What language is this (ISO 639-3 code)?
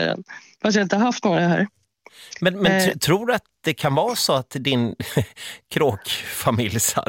swe